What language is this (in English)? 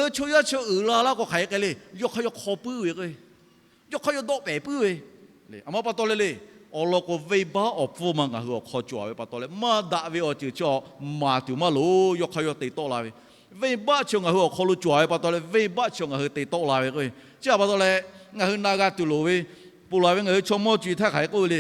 Lahu